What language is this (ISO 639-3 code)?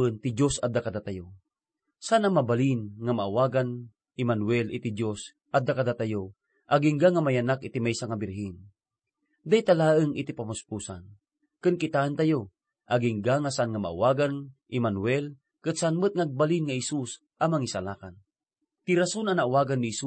ilo